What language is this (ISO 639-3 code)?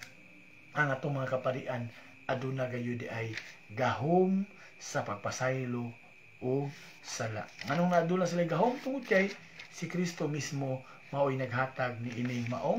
ceb